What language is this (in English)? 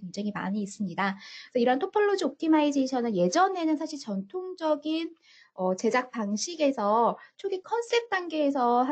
Korean